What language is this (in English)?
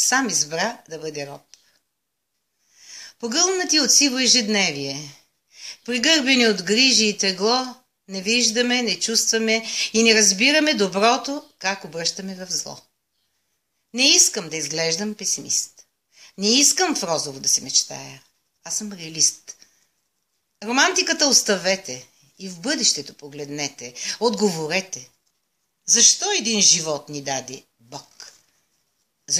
Bulgarian